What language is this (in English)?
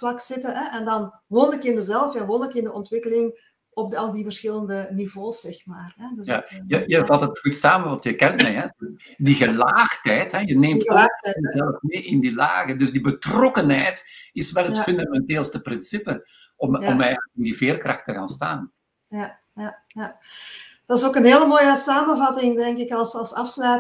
Dutch